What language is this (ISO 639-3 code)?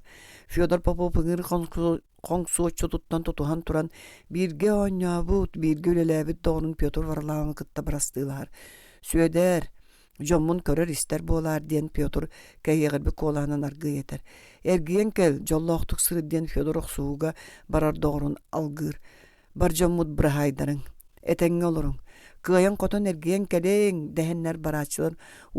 sah